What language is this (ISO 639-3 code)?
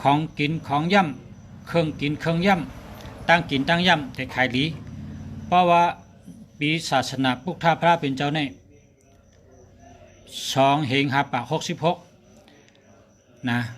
shn